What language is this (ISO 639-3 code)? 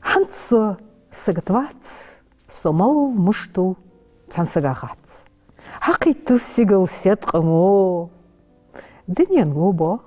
inh